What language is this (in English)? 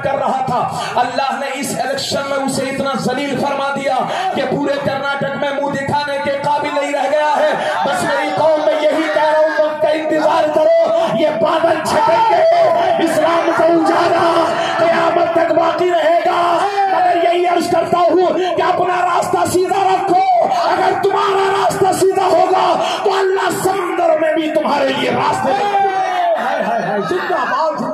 Urdu